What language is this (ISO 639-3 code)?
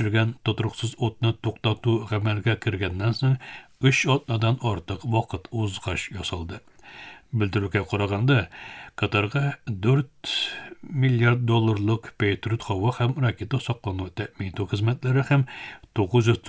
tat